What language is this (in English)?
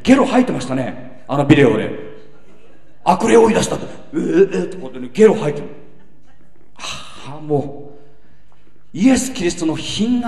Japanese